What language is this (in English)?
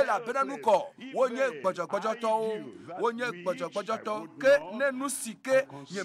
Ewe